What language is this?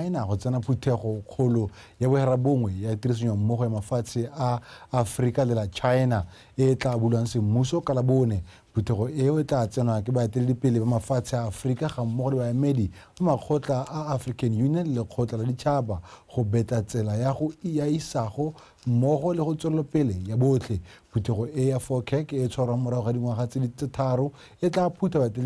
Tswana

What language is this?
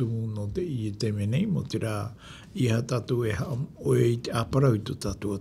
Tahitian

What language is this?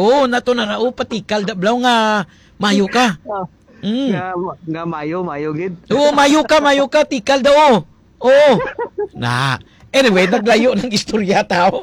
Hiligaynon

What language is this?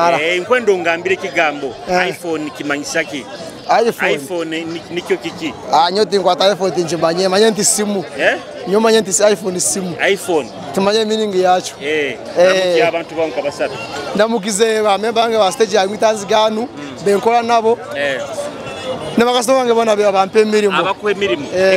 Nyoro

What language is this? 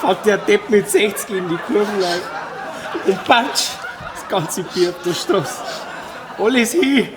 Bavarian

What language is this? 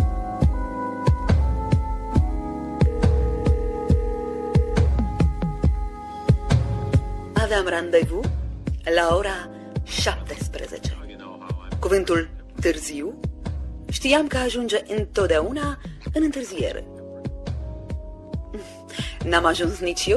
Romanian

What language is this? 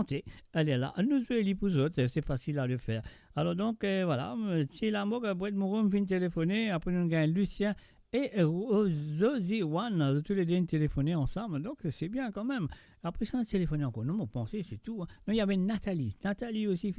Morisyen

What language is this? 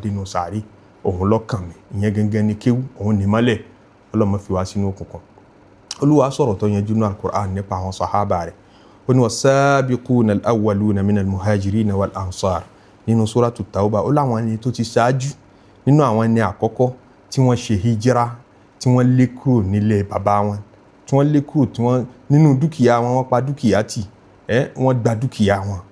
Yoruba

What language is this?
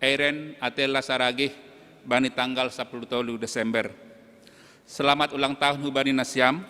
Batak Simalungun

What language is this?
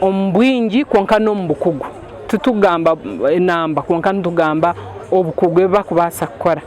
Nyankole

